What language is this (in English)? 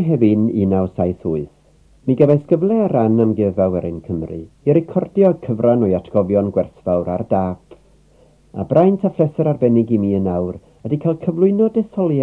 Welsh